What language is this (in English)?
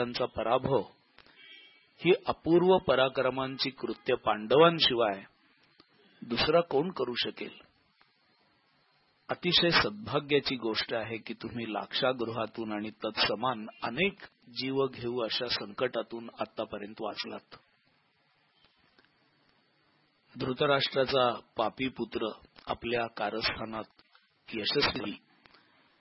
Marathi